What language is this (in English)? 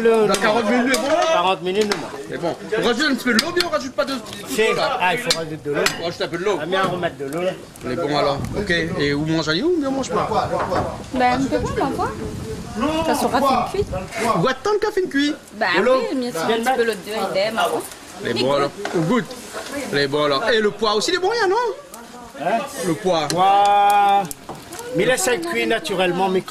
Réunion Creole French